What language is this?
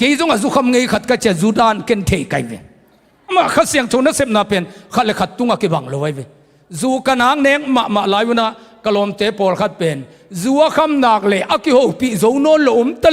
Tedim Chin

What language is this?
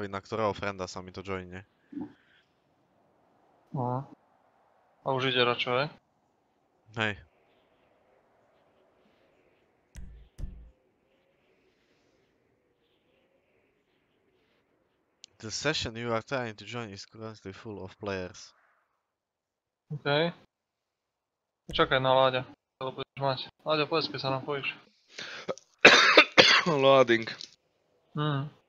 Slovak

